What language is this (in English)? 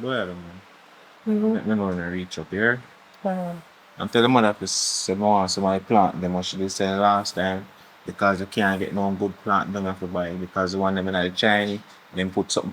Jamaican Creole English